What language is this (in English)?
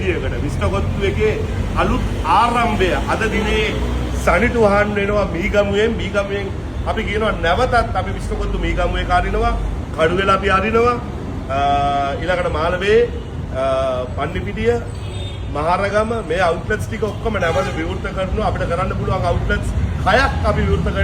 Sinhala